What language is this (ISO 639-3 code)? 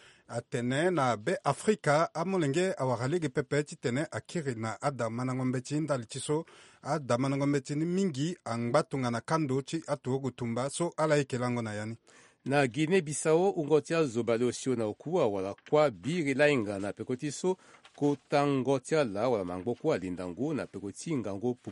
sag